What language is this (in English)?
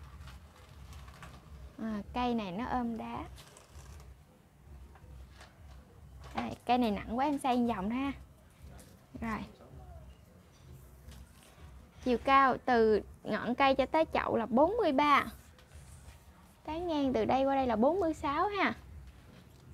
Vietnamese